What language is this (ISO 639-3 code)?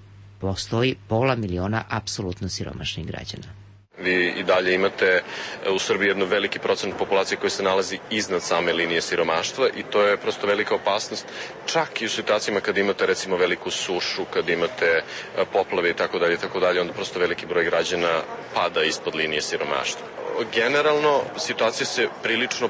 srp